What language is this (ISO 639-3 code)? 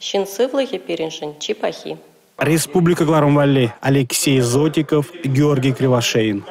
chv